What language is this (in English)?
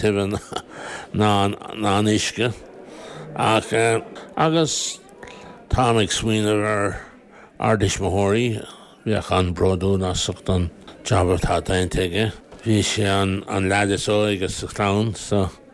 Irish